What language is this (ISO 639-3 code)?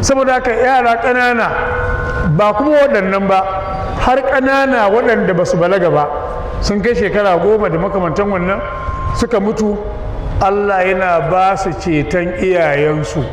hau